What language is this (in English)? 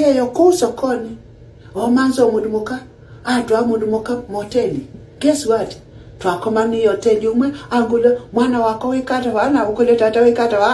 Kamba